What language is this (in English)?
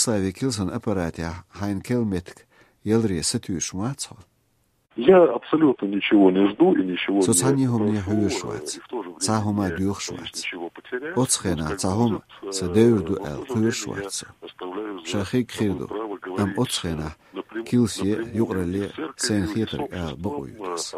Chechen